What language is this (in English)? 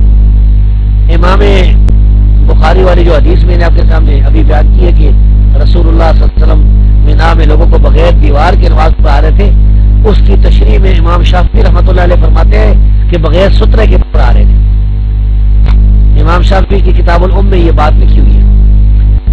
Urdu